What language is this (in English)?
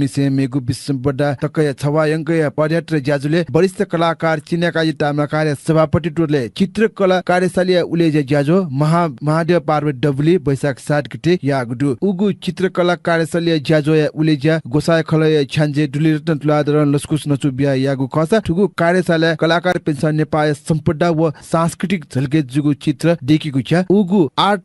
Newari